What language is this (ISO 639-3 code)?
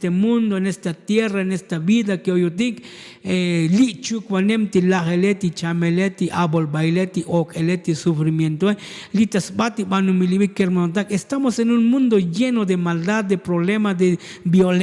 tzo